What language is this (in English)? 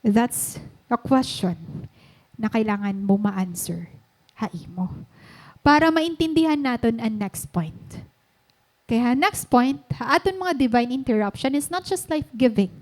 Waray